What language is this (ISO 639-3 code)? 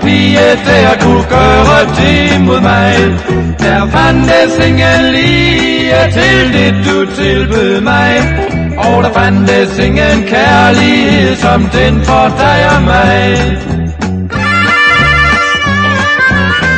dan